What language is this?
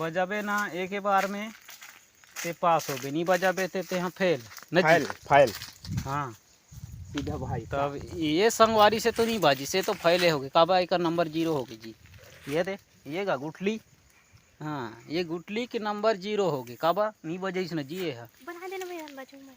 Chhattisgarhi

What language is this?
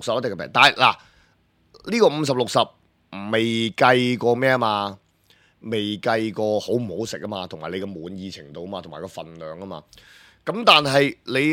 Cantonese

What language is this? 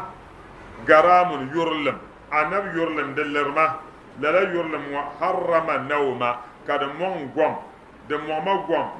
Dagbani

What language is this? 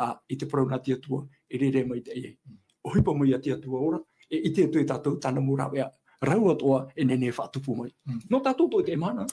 Tahitian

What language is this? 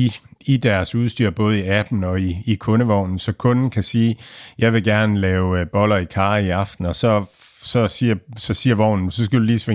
Danish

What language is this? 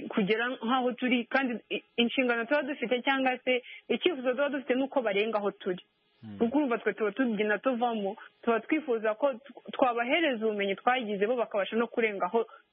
Kinyarwanda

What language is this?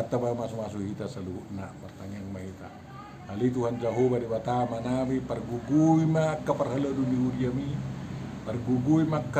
Batak Toba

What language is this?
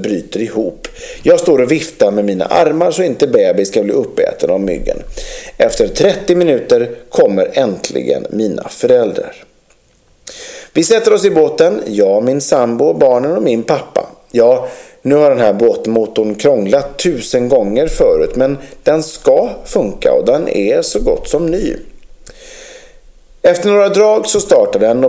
Swedish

